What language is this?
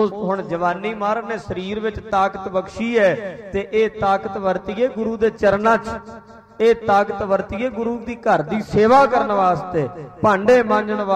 Punjabi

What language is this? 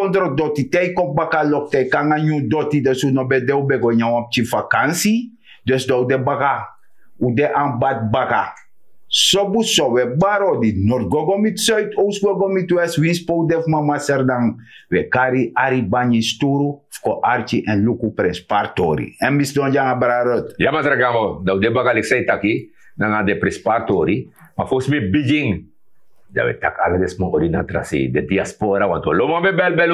Sranan Tongo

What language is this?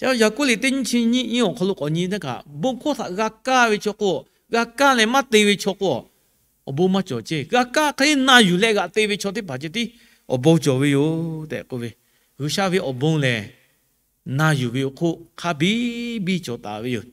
Lahu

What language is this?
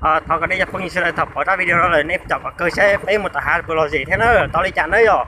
Hmong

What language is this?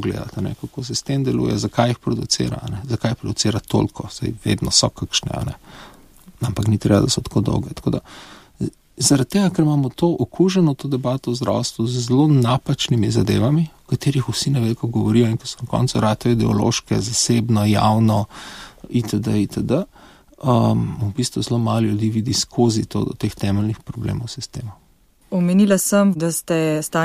Slovenian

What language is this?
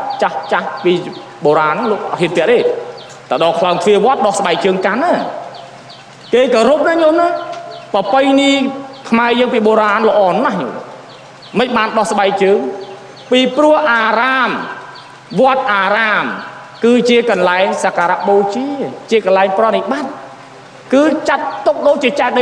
Khmer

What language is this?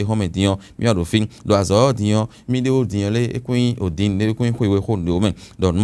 Fon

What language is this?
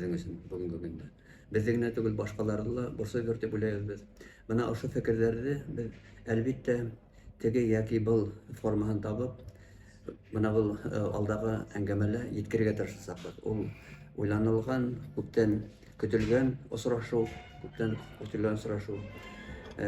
Bashkir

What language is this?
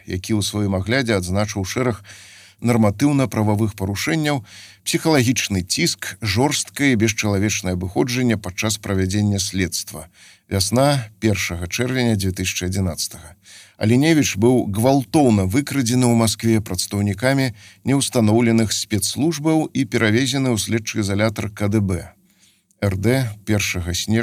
Belarusian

